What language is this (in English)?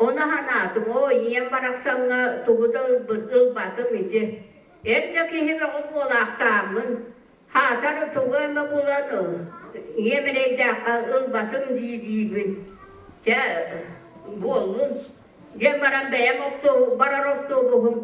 Yakut